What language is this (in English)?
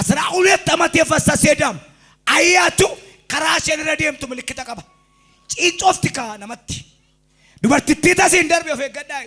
Oromo